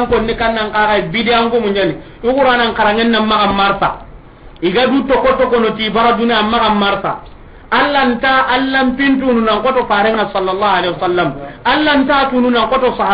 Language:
Soninke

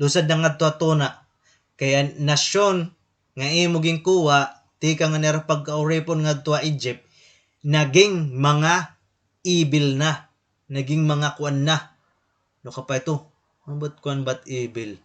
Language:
Waray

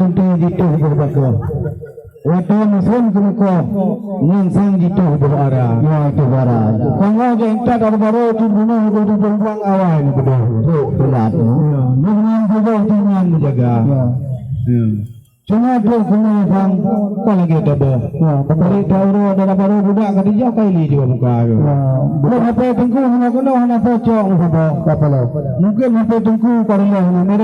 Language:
Achinese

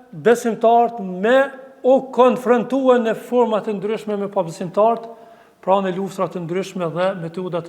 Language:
Albanian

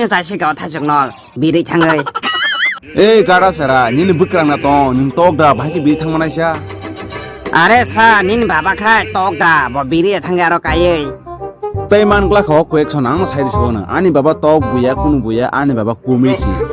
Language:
Kok Borok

